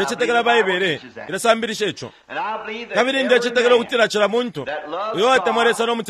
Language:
Bemba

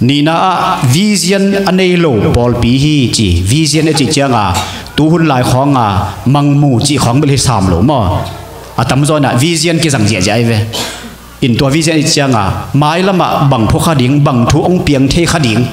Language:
Tedim Chin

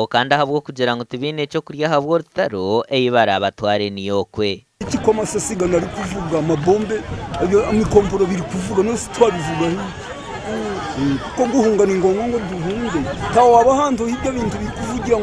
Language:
Nyankole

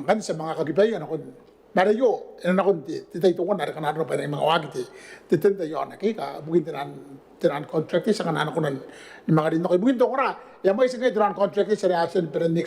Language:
Gilbertese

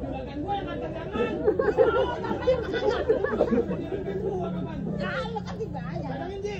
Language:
Betawi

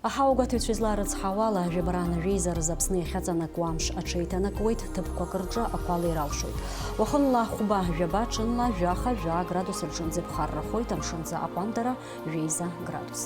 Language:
Abkhazian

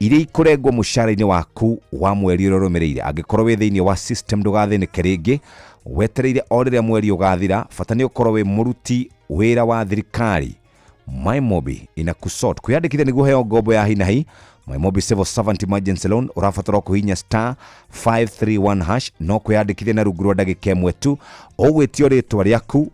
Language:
Kikuyu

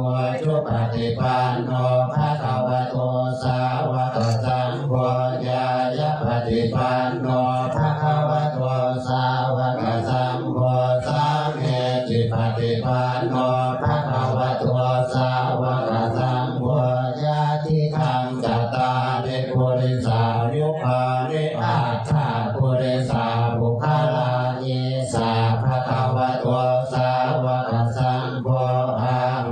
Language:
Pali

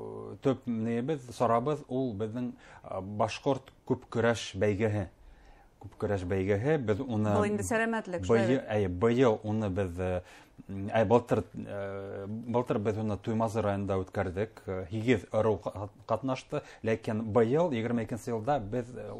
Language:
Bashkir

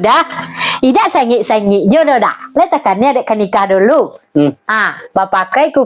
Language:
Minangkabau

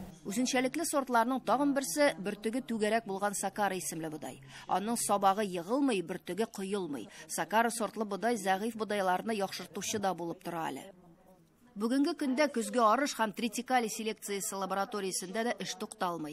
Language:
Tatar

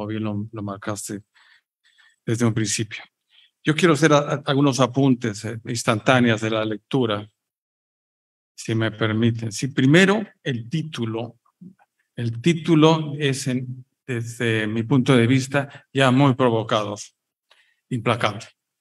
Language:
Spanish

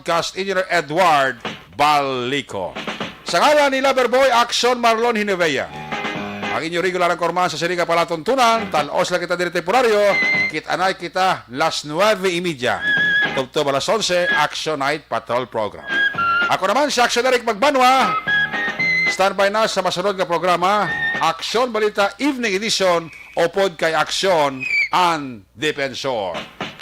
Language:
Hiligaynon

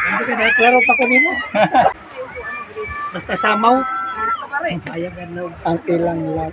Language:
Cebuano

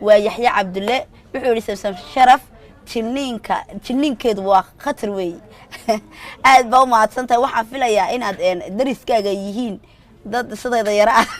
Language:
Somali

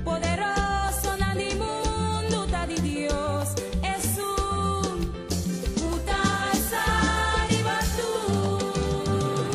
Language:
Papiamento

